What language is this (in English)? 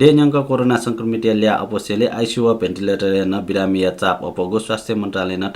Newari